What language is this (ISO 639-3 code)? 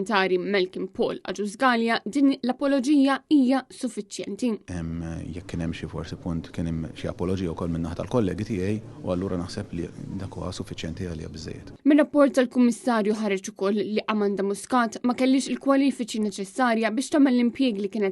mlt